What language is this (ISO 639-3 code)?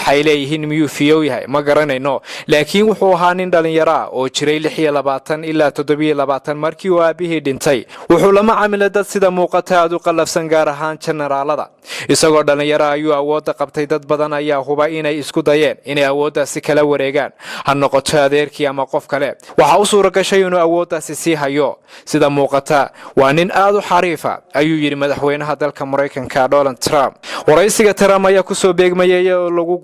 som